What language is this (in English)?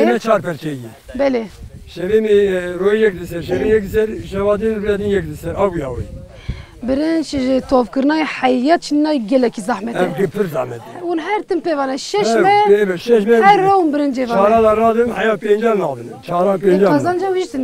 Kurdish